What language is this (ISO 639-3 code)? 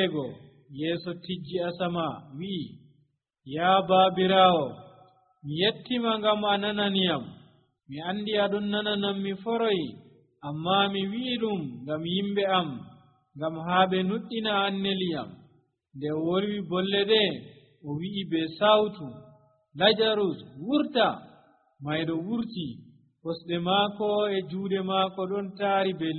fuv